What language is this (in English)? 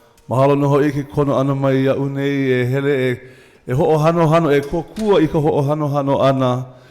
Hawaiian